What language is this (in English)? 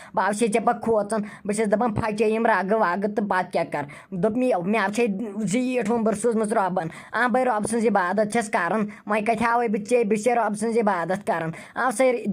Kashmiri